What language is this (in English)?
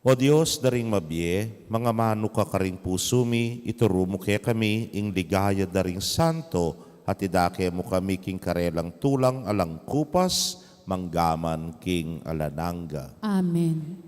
Pampanga